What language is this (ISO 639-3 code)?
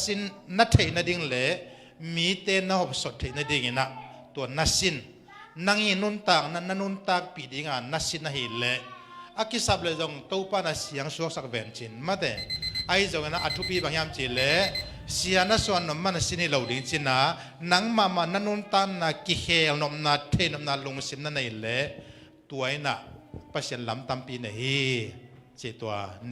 ctd